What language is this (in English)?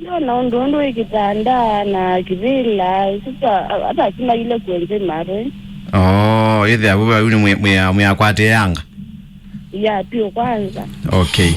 Kamba